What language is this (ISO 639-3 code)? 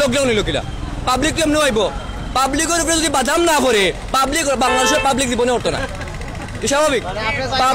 syl